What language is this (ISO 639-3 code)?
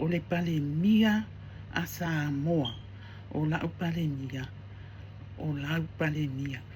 smo